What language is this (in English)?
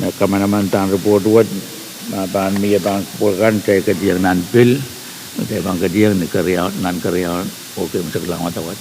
Pohnpeian